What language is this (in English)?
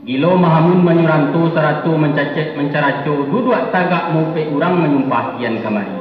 Minangkabau